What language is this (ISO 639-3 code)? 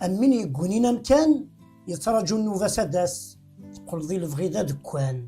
kab